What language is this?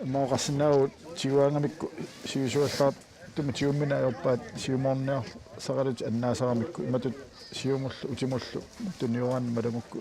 Kalaallisut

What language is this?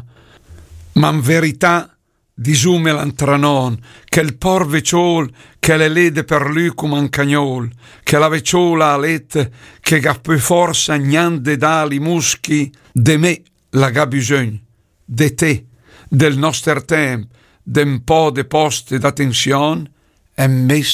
Lombard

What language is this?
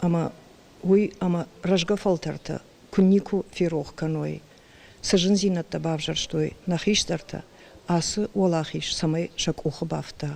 Ossetic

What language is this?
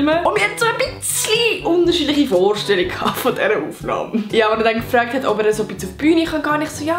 Swiss German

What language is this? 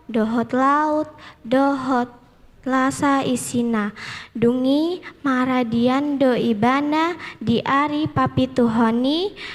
Batak Toba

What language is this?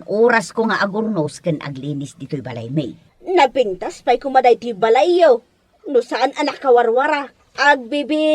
Iloko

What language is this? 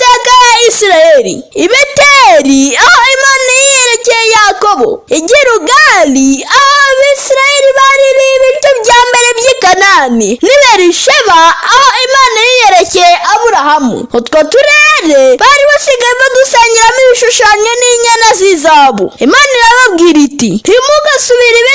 Kinyarwanda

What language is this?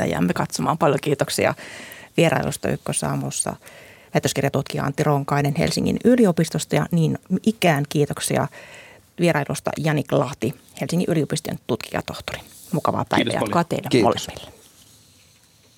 Finnish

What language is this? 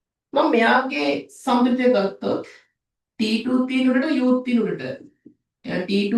Sinhala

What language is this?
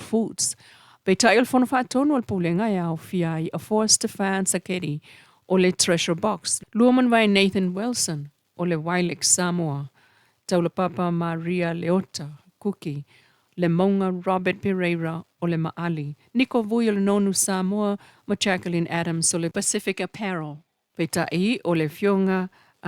Samoan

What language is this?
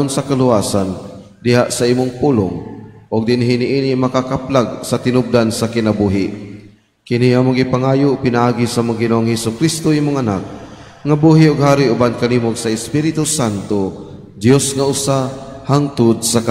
Cebuano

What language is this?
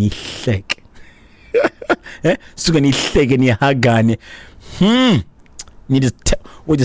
Xhosa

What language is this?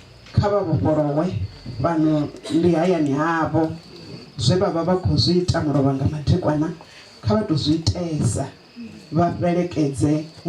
Venda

